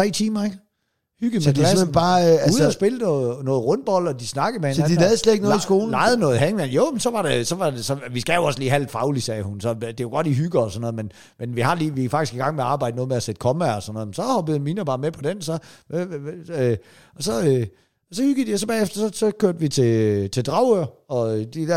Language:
Danish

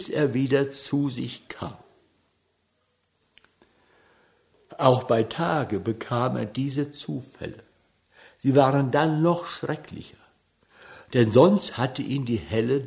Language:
German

